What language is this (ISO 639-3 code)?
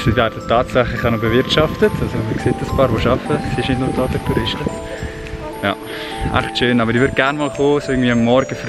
gsw